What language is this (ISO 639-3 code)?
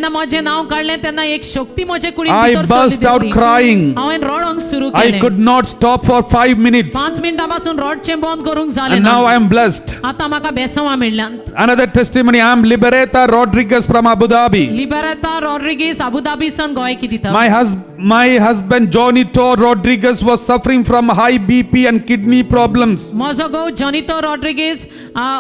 kok